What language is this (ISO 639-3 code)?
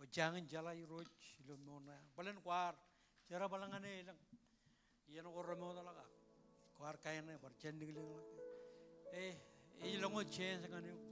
mah